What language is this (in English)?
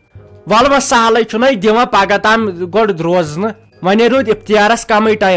Kashmiri